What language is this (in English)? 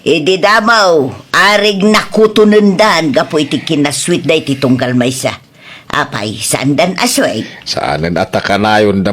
Iloko